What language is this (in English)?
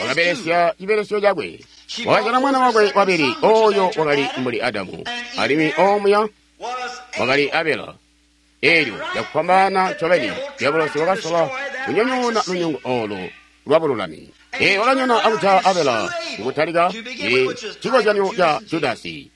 Tonga (Zambia)